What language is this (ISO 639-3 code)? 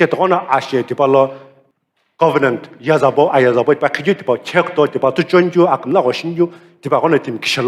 nsm